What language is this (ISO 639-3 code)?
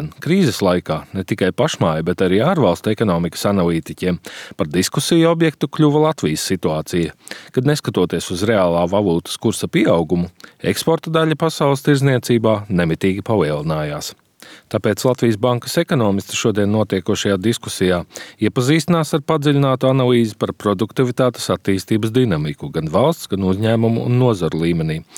lav